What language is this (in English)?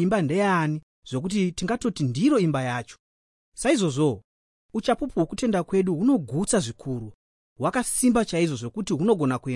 Shona